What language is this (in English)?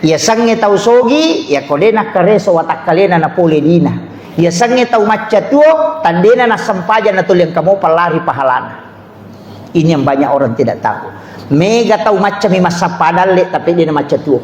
Buginese